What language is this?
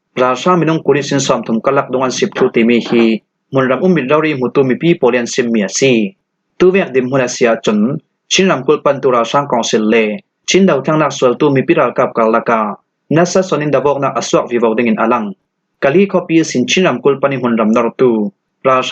Falam Chin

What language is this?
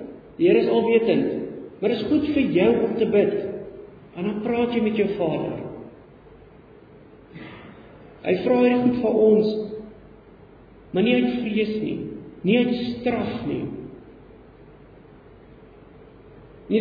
Afrikaans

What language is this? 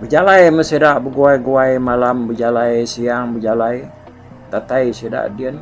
Iban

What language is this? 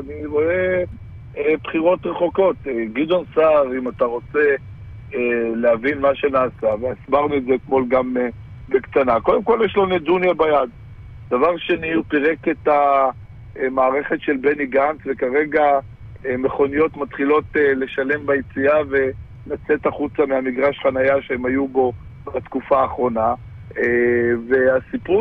Hebrew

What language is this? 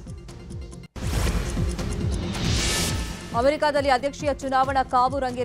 Kannada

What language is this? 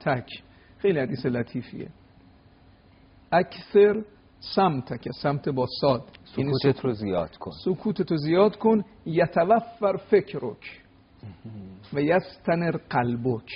Persian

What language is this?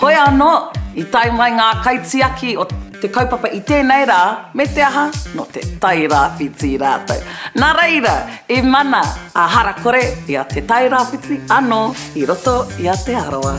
Māori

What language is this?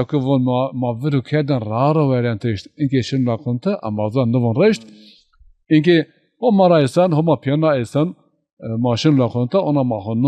Zaza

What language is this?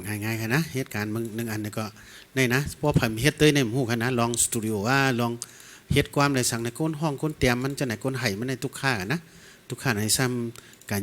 Shan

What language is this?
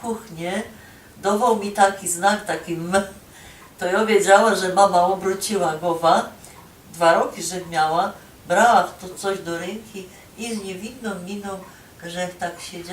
Silesian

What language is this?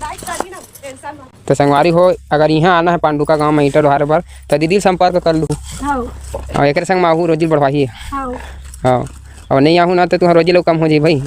Chhattisgarhi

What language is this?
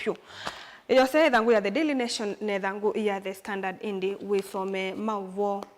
Kamba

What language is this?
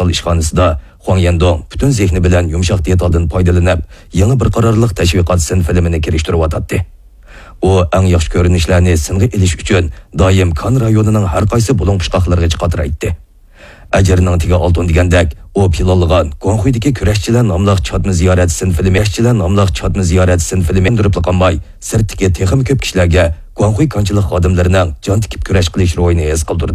Uyghur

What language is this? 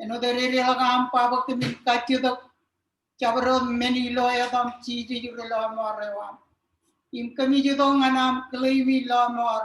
Marshallese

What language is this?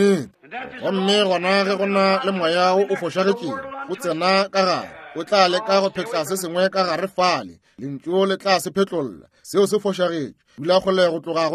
Northern Sotho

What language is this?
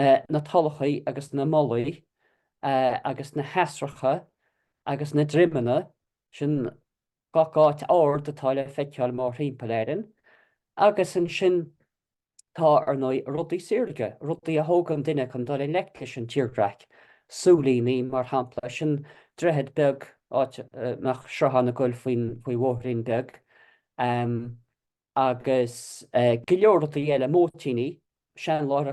Irish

